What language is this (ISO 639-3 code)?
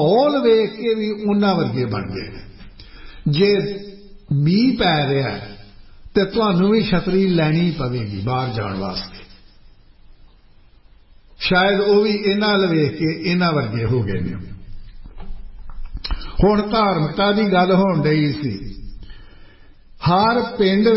pan